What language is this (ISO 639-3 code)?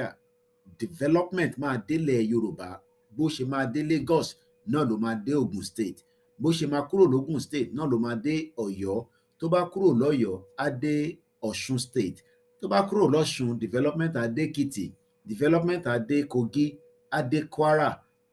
yor